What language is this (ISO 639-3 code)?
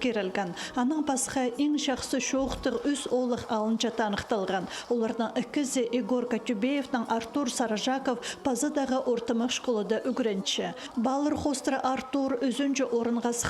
kjh